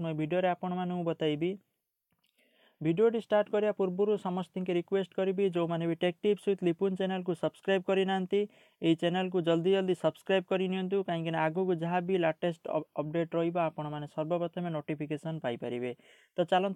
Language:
Odia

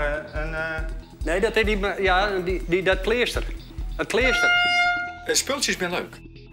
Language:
Western Frisian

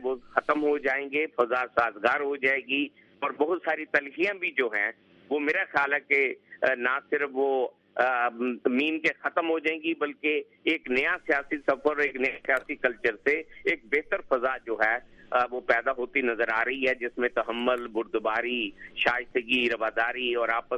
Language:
Urdu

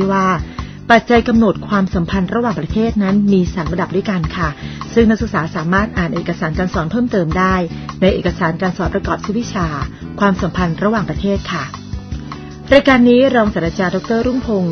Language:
Thai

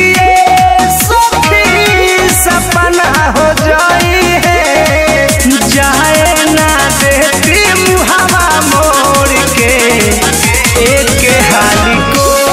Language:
Bhojpuri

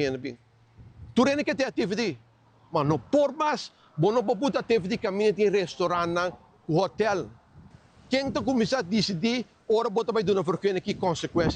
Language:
Papiamento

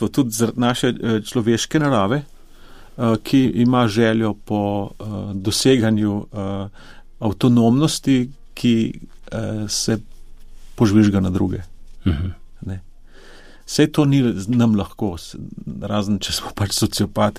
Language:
Slovenian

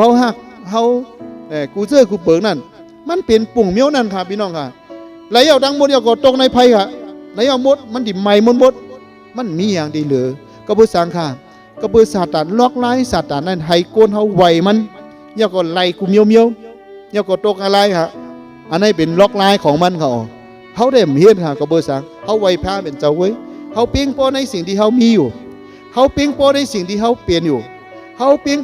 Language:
Shan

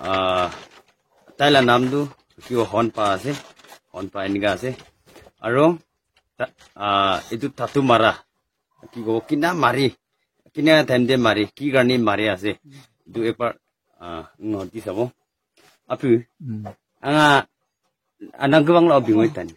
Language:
Naga Pidgin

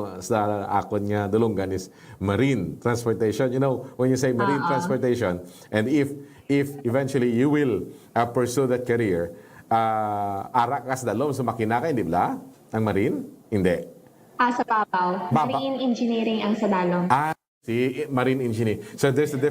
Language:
Hiligaynon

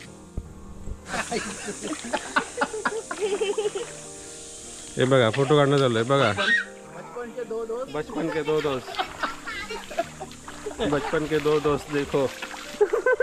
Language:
Marathi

